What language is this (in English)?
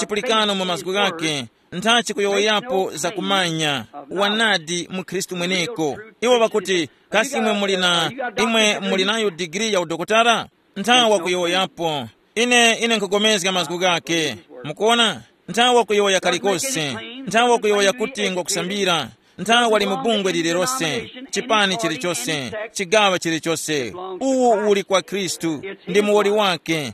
Tumbuka